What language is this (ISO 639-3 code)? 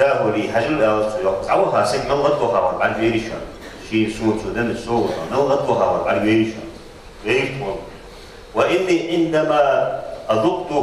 inh